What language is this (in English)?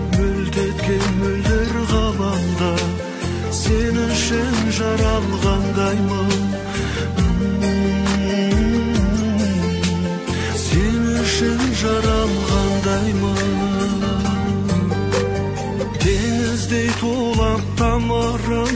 Kazakh